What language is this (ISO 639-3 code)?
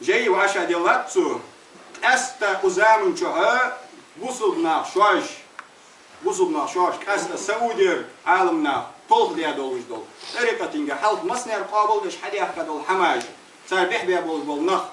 inh